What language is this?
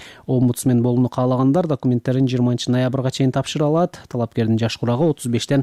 Kyrgyz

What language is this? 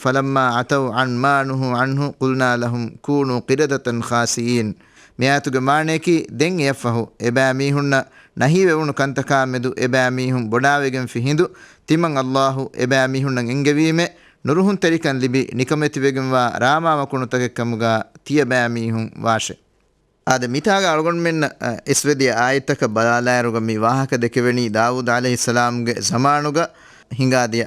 Divehi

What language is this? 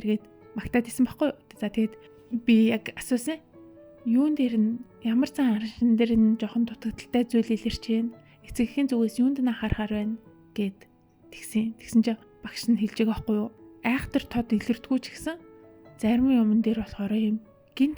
Mongolian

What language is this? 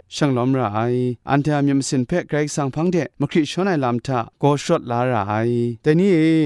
Kachin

